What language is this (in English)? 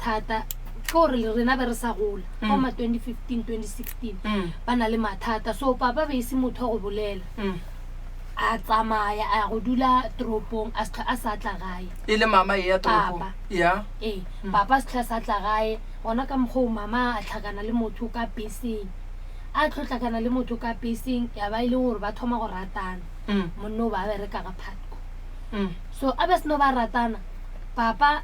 Northern Sotho